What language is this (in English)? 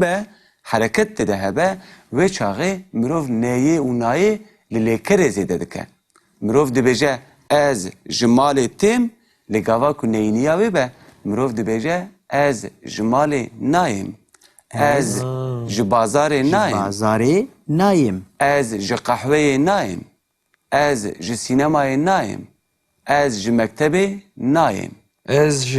Kurdish